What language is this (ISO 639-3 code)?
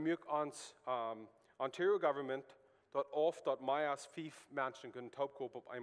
pdt